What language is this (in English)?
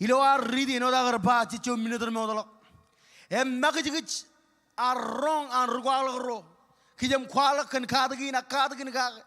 Marshallese